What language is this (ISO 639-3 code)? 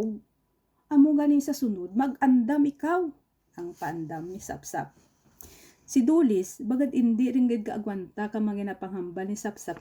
krj